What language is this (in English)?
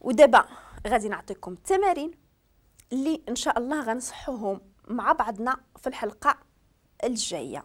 Moroccan Arabic